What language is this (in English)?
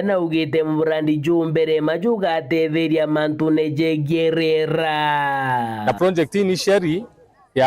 Meru